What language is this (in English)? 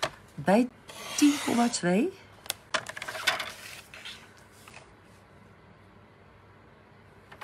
Dutch